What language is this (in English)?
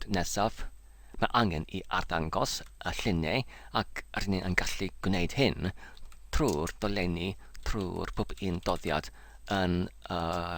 Welsh